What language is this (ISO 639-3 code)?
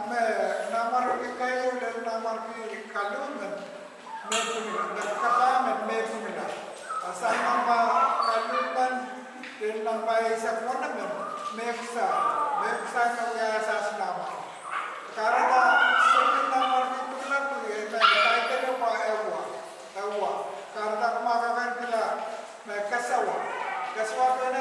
pon